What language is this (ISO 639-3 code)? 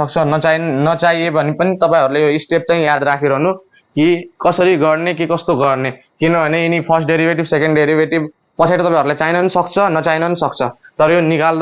nep